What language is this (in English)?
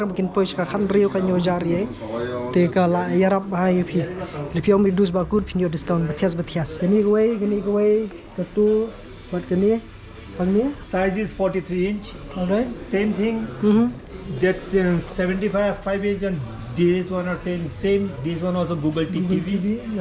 Khasi